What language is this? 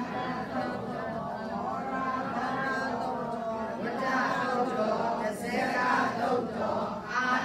Burmese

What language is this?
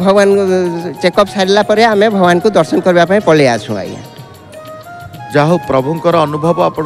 Odia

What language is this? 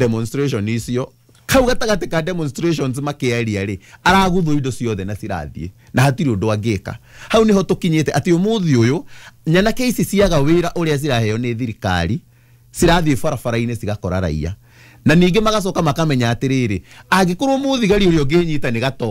Kikuyu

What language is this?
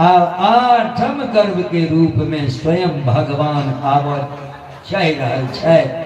Maithili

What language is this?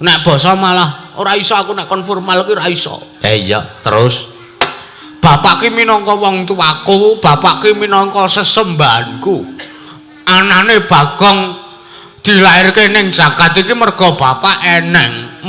Javanese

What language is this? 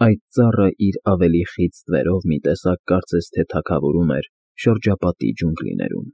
Armenian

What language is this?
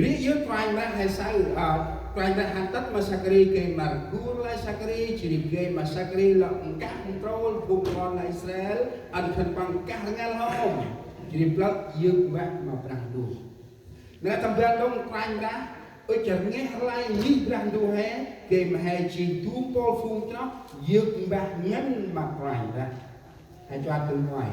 Central Mnong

